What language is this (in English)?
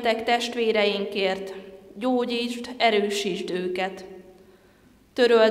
Hungarian